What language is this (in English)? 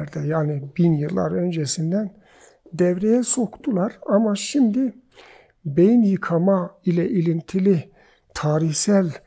Turkish